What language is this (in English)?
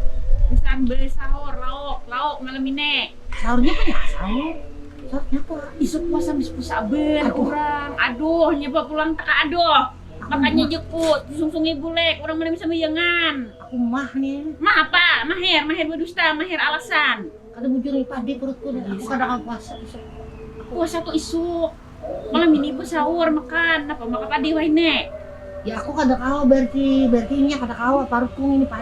Banjar